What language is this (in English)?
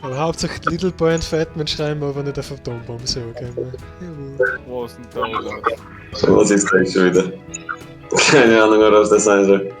Bavarian